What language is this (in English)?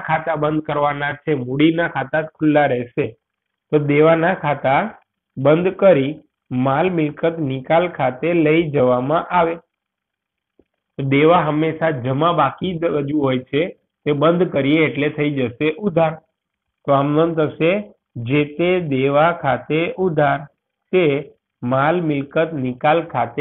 Gujarati